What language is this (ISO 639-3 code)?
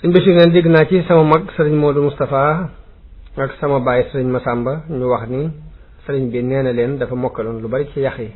wol